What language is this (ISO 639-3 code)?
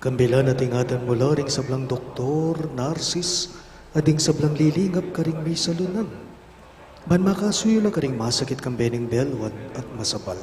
pam